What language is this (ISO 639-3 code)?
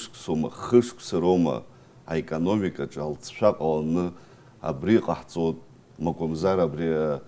abk